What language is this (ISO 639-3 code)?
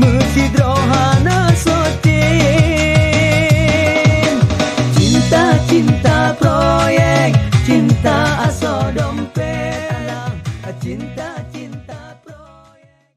ace